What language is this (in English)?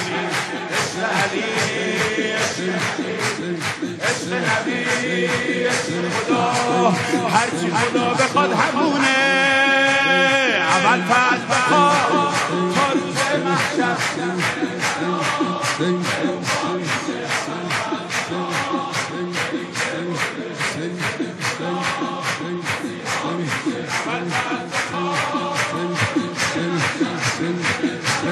Persian